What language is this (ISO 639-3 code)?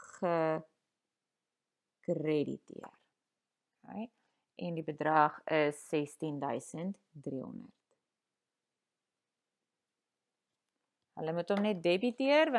afr